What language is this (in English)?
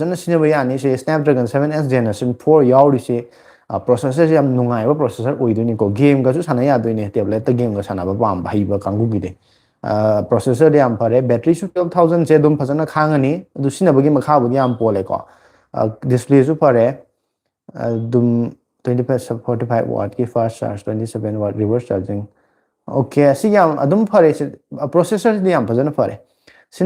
Manipuri